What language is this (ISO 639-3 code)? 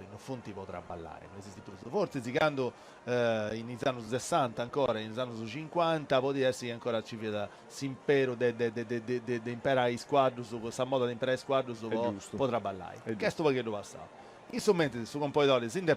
srd